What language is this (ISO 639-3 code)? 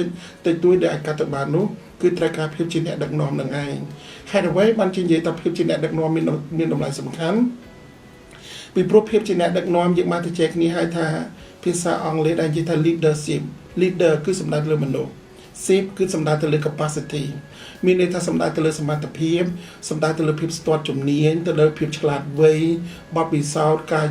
khm